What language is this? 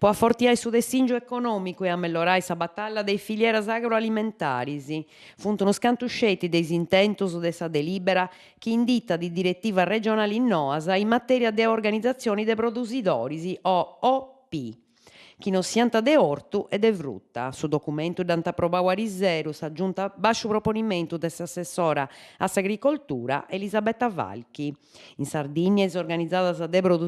Sardinian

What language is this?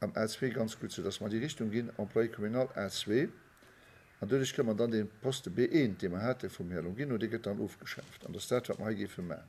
Luxembourgish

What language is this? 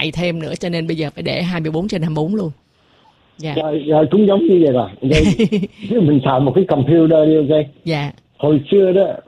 Vietnamese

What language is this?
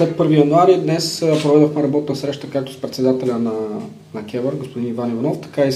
Bulgarian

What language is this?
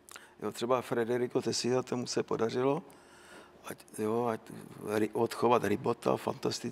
Czech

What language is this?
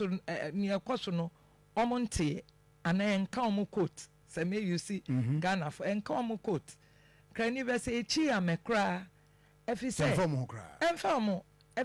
Akan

